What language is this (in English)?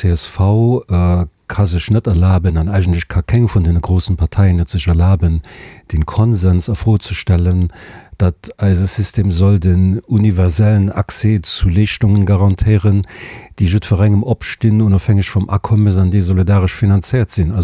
Luxembourgish